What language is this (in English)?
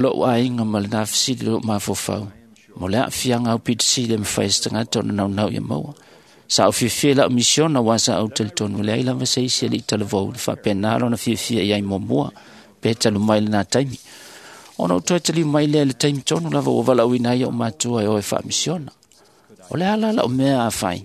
Samoan